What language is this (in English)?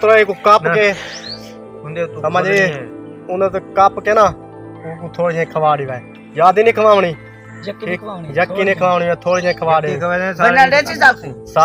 Saraiki